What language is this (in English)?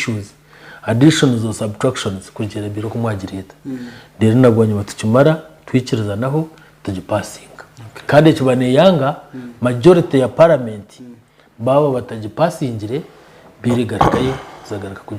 Nyankole